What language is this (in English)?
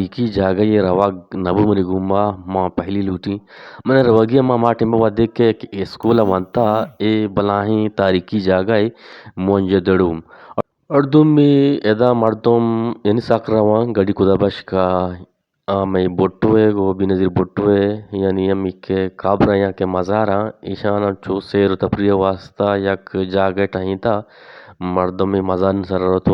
Eastern Balochi